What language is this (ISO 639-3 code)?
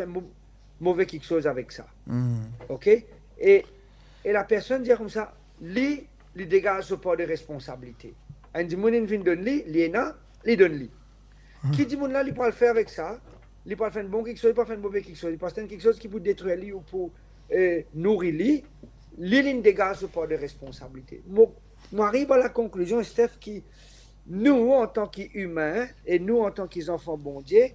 mfe